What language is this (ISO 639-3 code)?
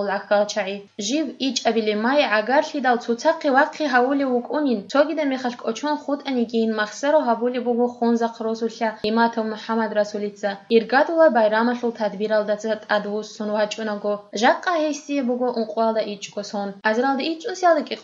ava